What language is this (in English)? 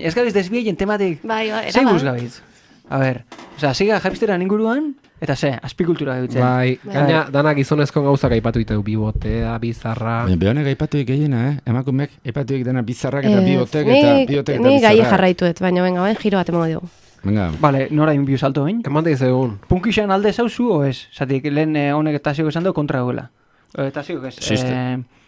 Basque